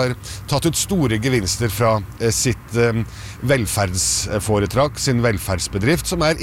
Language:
Norwegian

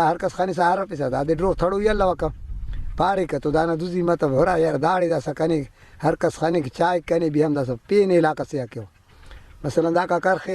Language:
Brahui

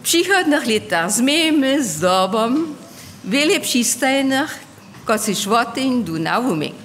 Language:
Upper Sorbian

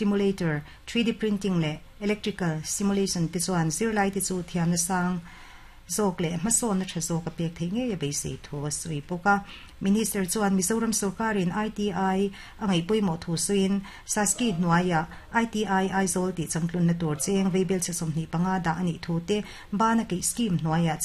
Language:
Mizo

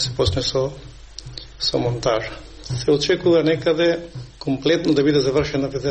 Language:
Macedonian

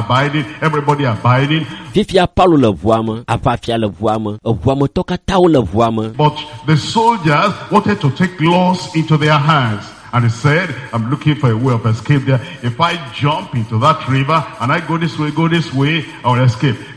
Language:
Ewe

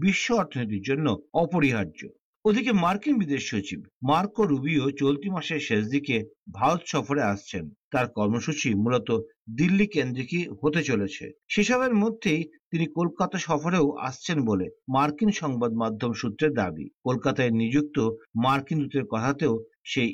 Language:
Bangla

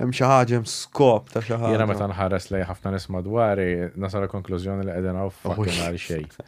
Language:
Maltese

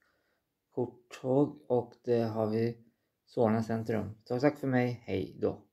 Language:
Swedish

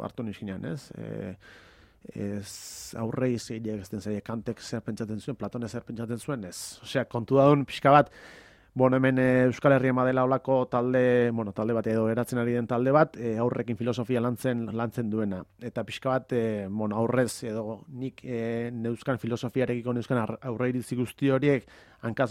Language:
Basque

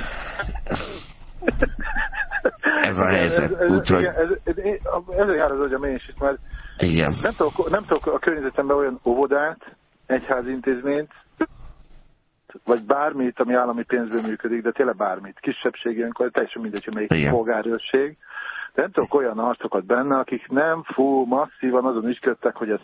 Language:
Hungarian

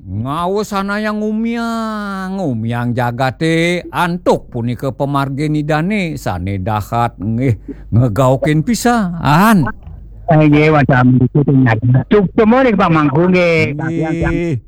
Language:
Balinese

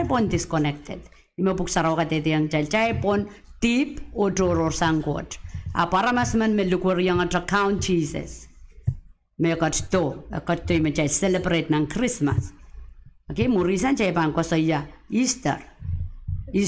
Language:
Pohnpeian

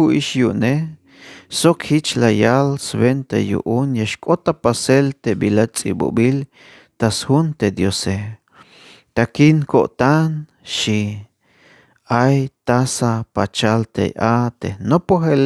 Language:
Tzeltal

